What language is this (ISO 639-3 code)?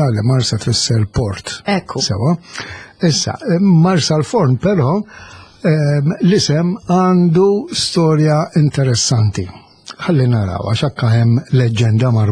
mlt